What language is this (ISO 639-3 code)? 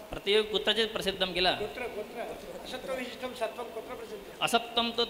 san